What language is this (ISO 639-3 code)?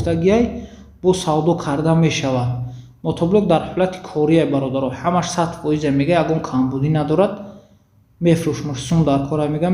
tgk